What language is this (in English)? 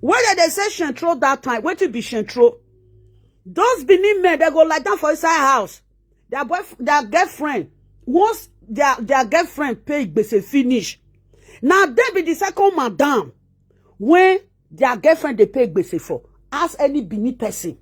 Nigerian Pidgin